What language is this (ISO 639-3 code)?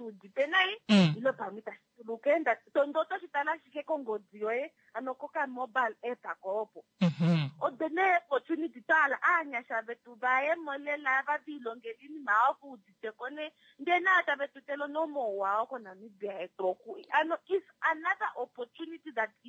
kua